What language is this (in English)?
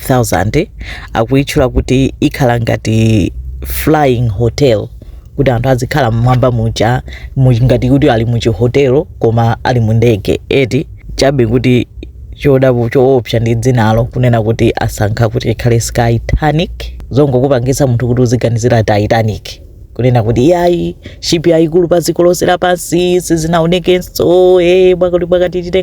Nyanja